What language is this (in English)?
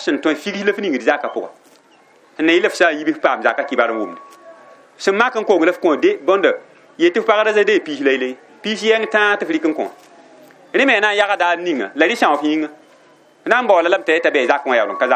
Mossi